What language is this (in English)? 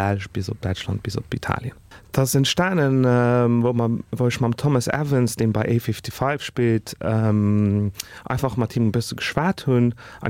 Luxembourgish